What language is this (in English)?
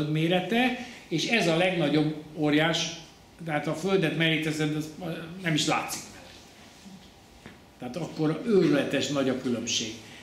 Hungarian